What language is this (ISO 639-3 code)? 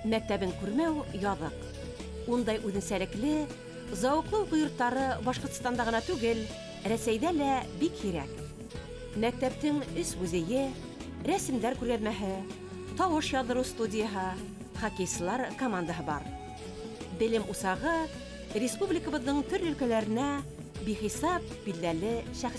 bak